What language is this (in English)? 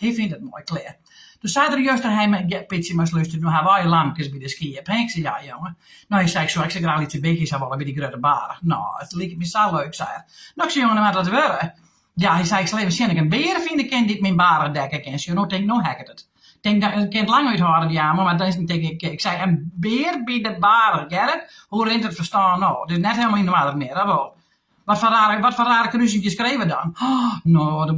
Western Frisian